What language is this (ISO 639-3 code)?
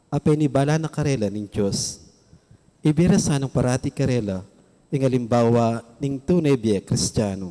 pam